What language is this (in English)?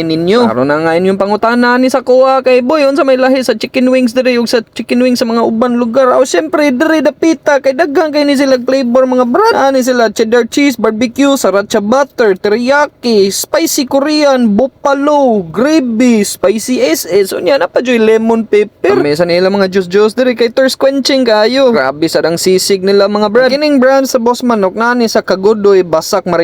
Cebuano